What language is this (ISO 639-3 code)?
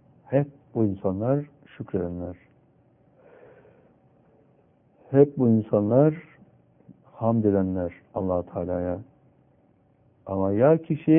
tur